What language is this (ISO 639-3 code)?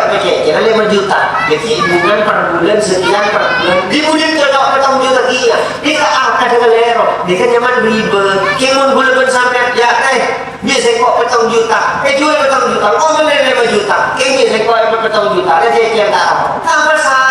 mad